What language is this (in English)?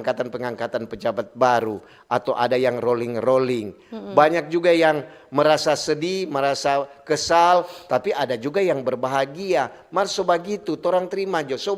Manado Malay